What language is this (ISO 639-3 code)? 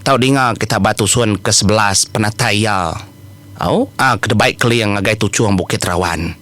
iba